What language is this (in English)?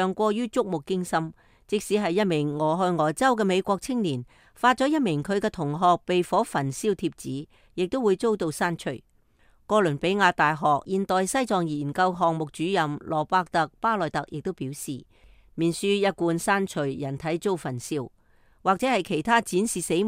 Cantonese